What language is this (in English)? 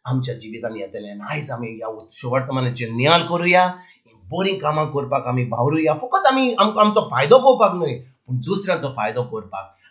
Konkani